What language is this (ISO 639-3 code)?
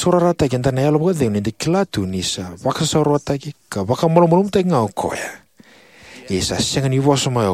fij